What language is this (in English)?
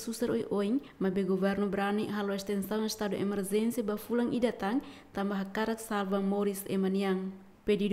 Tetum